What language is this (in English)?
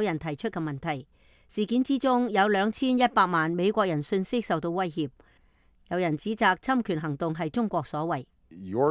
Cantonese